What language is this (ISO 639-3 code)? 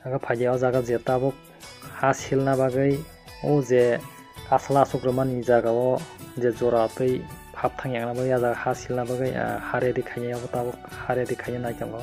trp